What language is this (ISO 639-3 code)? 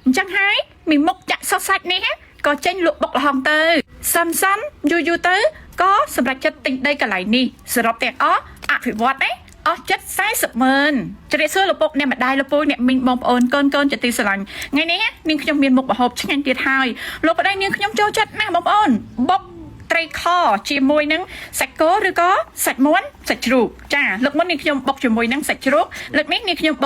khm